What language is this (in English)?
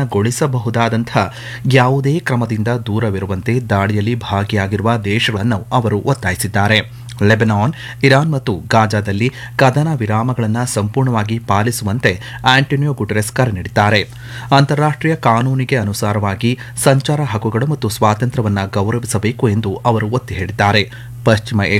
Kannada